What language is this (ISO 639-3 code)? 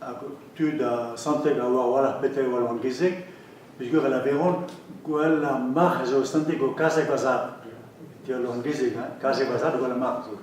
bre